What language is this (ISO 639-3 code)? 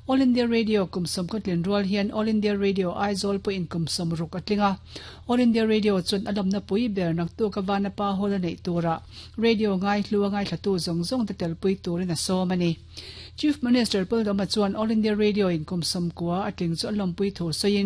lus